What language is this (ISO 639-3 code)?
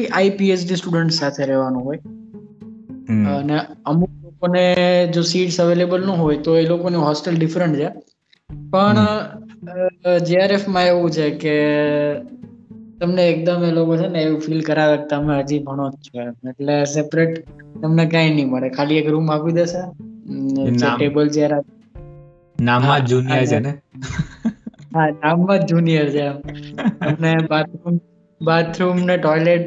guj